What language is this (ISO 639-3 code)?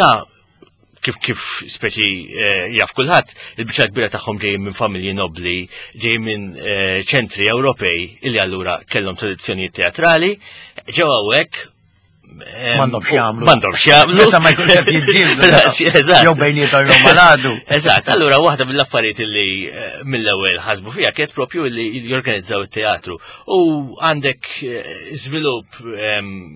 mlt